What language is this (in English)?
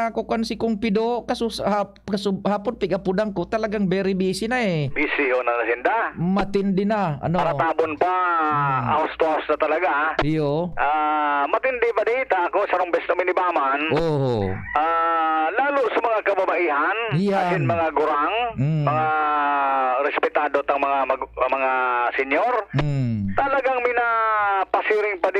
Bikol